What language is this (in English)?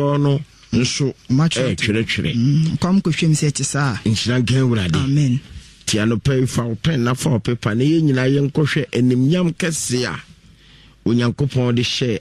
Akan